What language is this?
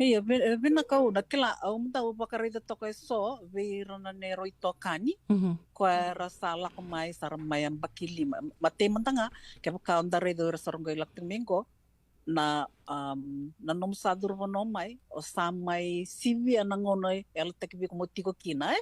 Fijian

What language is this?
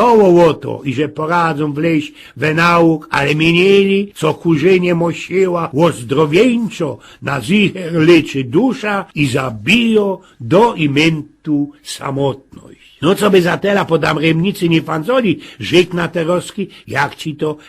Silesian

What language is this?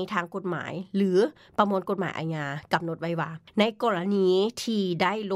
Lao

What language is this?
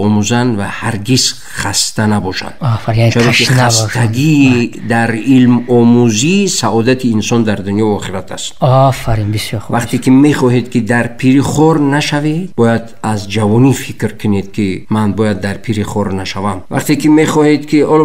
Tajik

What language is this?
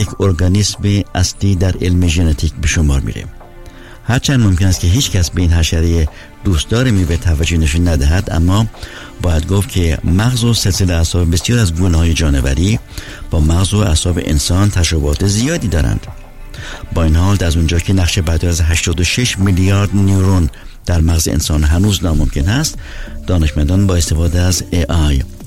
Persian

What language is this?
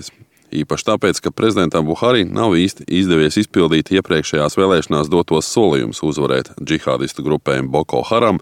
Latvian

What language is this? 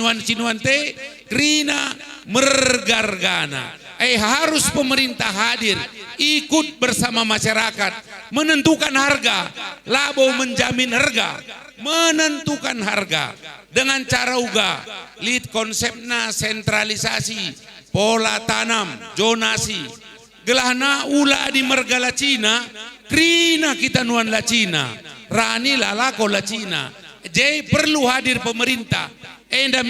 Batak Karo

